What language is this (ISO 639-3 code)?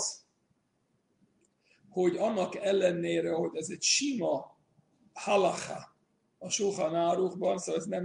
hun